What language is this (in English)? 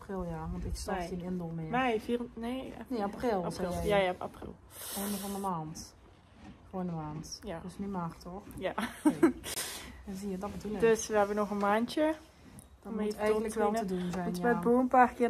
Dutch